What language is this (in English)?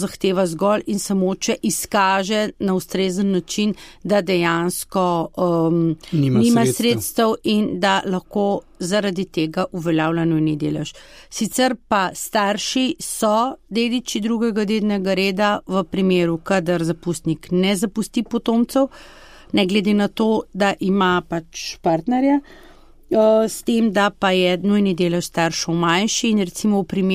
Slovenian